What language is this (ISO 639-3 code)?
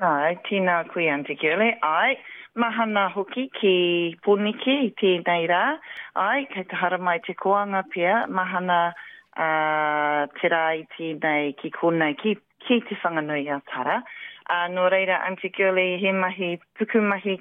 mri